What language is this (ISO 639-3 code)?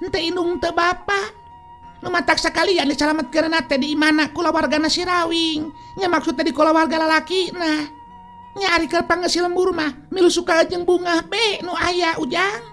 sun